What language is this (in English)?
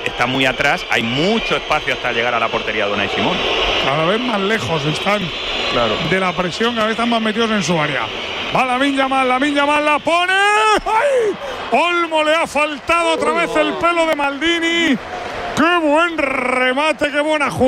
Spanish